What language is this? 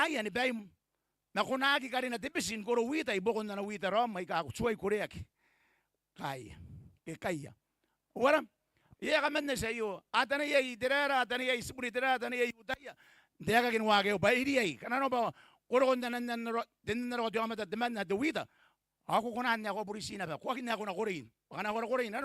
Gilbertese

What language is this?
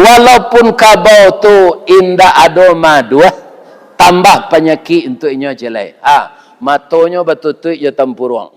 Minangkabau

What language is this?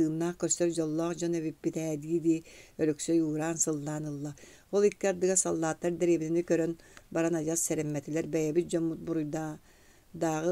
Yakut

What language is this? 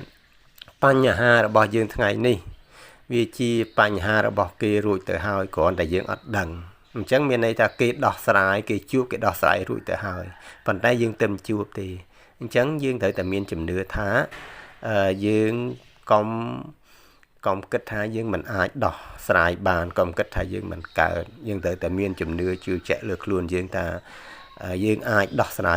Khmer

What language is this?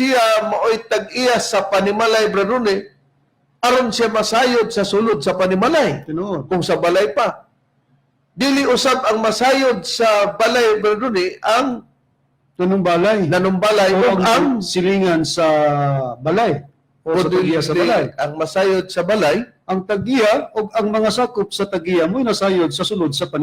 Cebuano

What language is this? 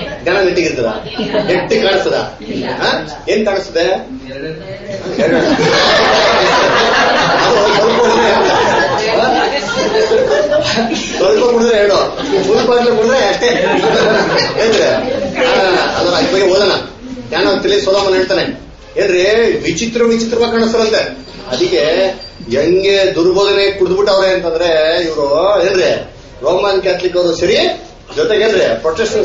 Kannada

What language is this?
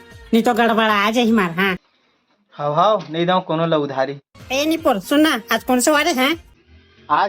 Chhattisgarhi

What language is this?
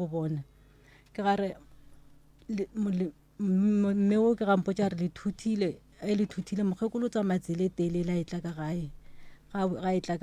Northern Sotho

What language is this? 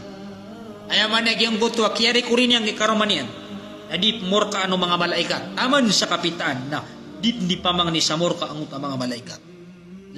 Maranao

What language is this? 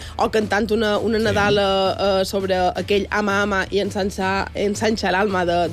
Catalan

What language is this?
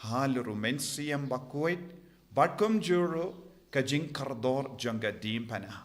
Khasi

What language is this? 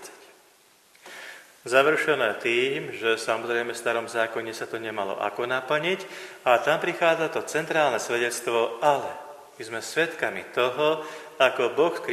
Slovak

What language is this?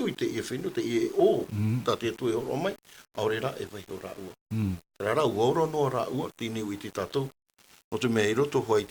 Tahitian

